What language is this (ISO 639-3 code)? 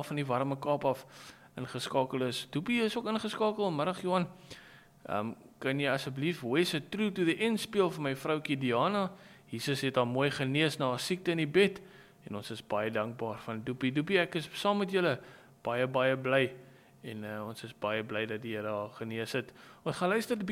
afr